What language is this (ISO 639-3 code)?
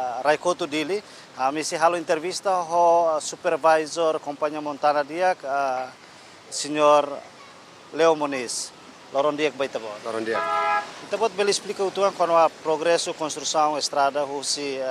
tet